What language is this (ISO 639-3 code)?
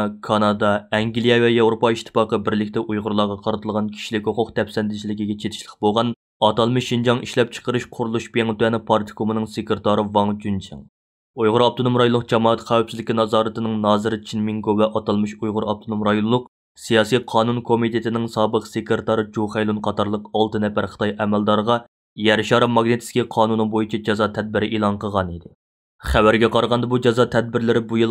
uig